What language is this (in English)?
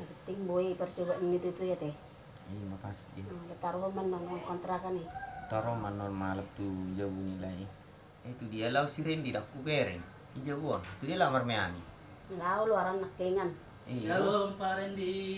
Batak Toba